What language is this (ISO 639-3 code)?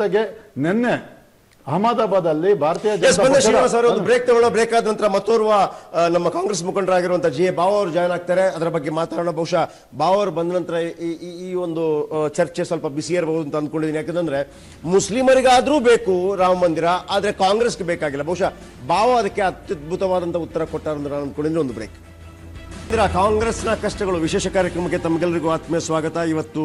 kan